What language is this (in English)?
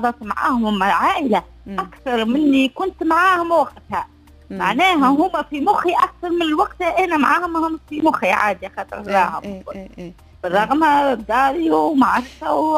Tunisian Arabic